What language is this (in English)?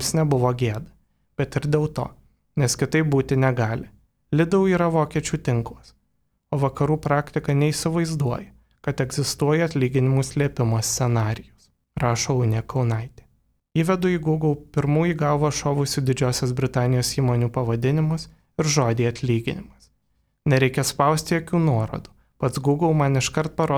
Lithuanian